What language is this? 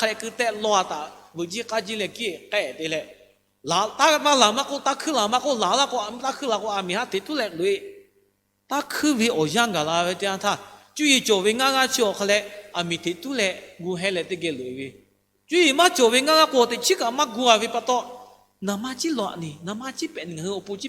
Lahu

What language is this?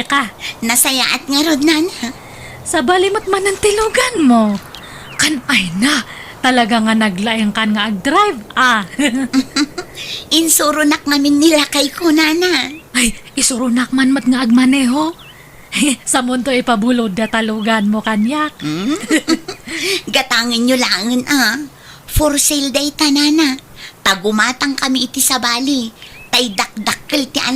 Iloko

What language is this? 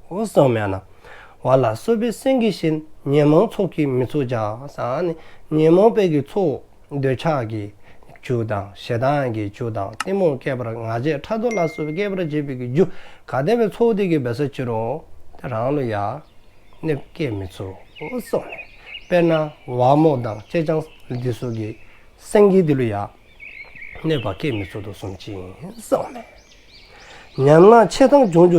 Dzongkha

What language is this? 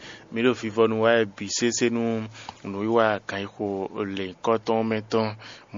Fon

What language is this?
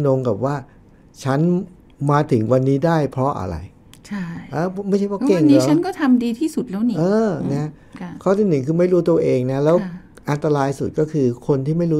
Thai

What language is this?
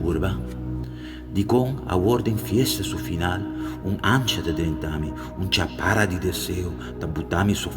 Papiamento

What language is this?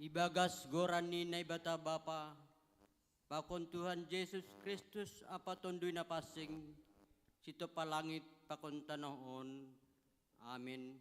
Batak Simalungun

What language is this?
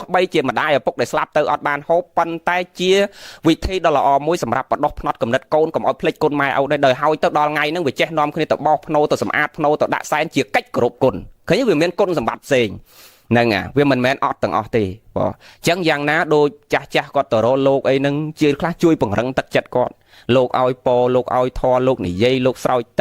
Khmer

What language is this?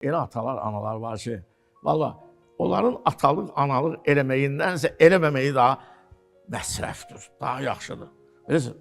Azerbaijani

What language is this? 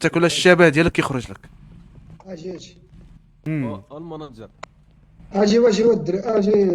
Moroccan Arabic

